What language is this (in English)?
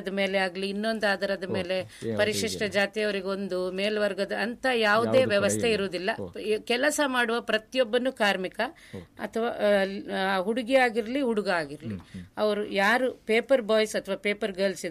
Kannada